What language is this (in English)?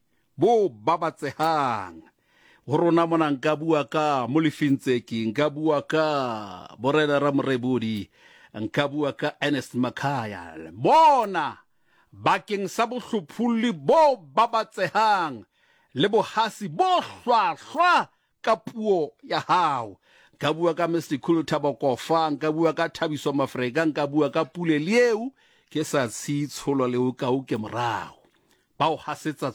Southern Sotho